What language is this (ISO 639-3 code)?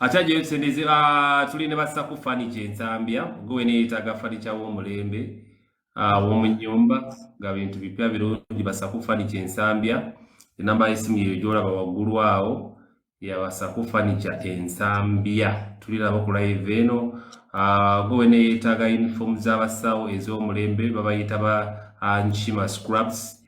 lug